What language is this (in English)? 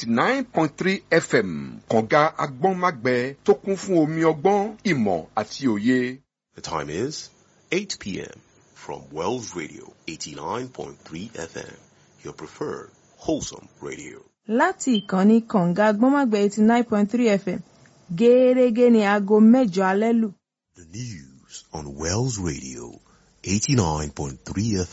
Yoruba